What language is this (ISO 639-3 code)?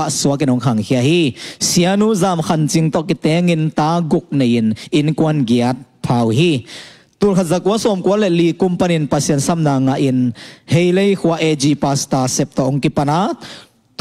ctd